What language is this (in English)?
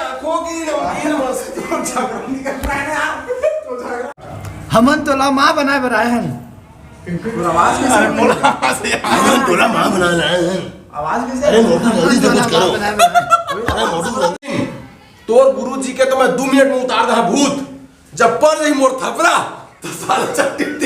Chhattisgarhi